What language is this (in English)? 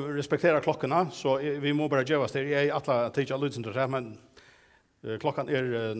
Faroese